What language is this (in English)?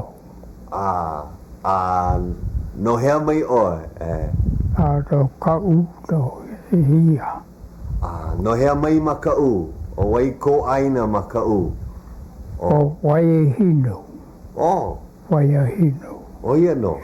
Hawaiian